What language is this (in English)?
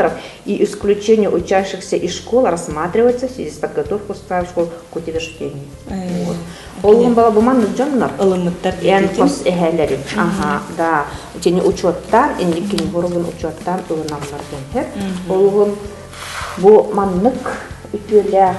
Yakut